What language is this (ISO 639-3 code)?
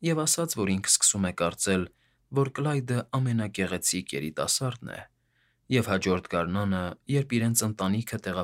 hye